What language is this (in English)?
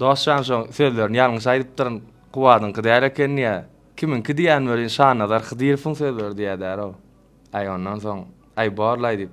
Turkmen